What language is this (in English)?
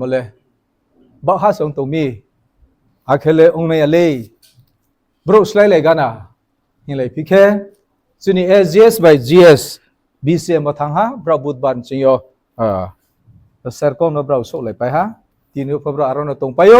Riang (India)